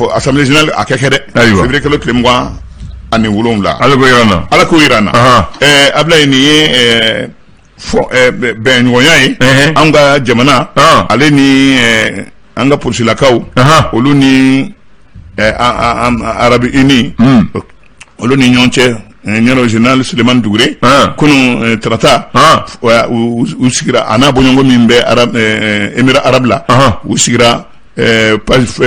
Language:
Bambara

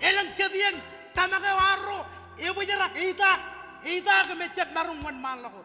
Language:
Marshallese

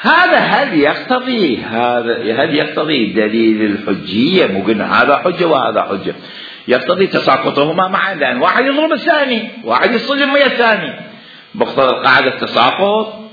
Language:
Mesopotamian Arabic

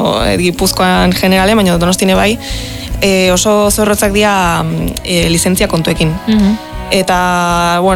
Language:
Basque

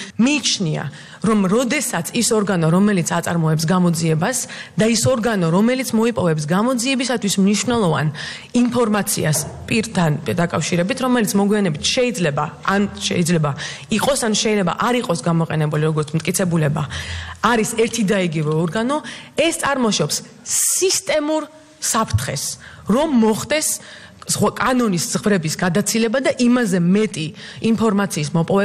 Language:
Georgian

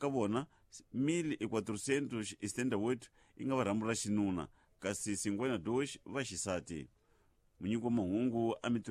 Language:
Tsonga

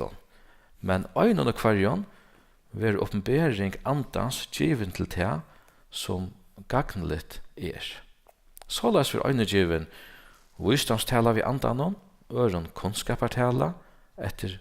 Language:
Faroese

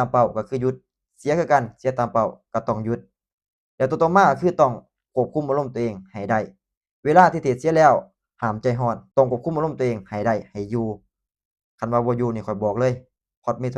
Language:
Lao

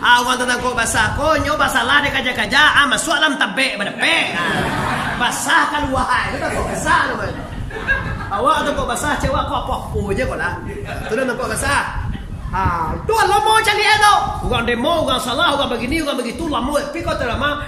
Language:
Minangkabau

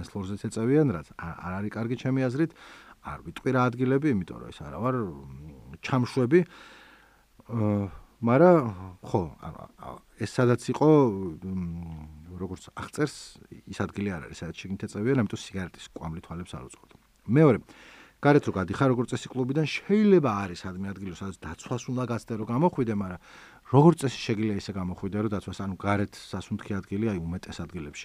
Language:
Georgian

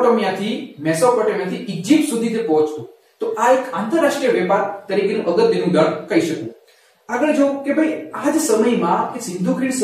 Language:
Gujarati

